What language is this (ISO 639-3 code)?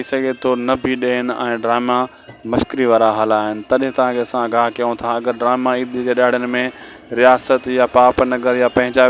snd